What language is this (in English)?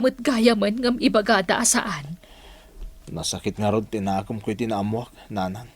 Iloko